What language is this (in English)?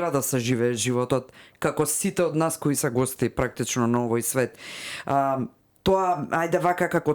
Macedonian